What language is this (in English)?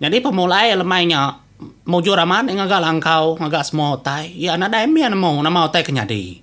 Iban